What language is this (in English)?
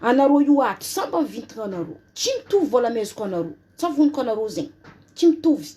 Malagasy